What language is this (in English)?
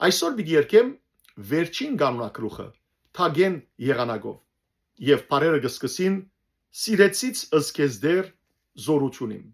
Western Armenian